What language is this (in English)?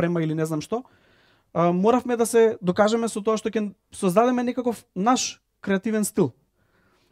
Macedonian